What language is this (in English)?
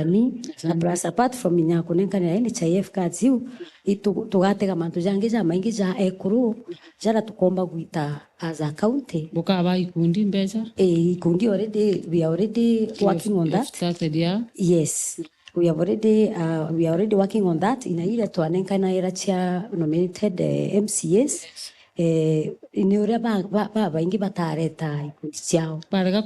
Meru